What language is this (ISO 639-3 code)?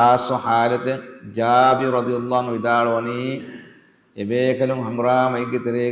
div